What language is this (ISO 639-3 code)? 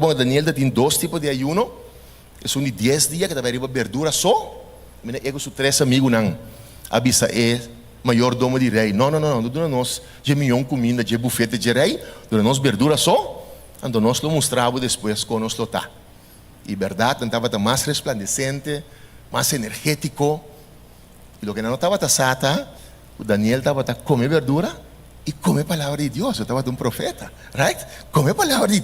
pap